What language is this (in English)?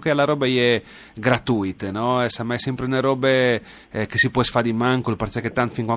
Friulian